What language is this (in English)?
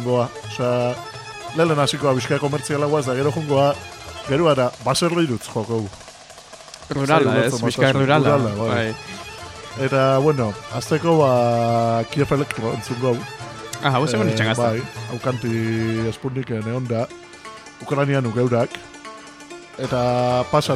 Basque